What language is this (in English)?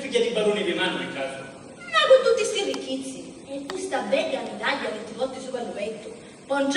Sicilian